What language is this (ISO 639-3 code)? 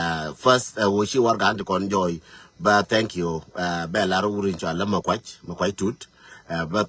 nus